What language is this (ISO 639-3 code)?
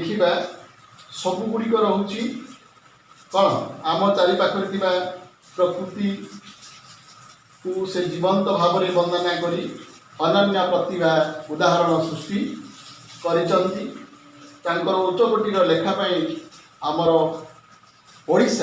ori